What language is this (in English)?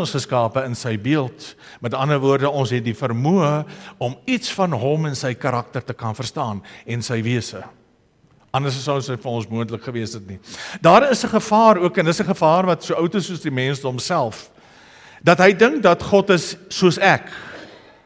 Afrikaans